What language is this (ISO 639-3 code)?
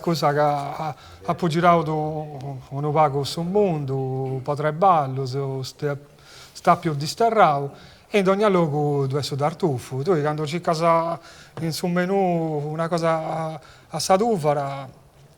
srd